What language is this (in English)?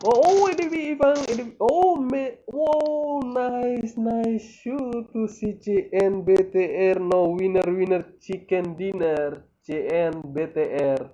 Tetum